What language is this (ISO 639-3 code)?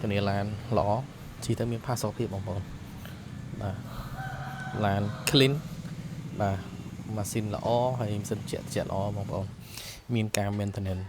khm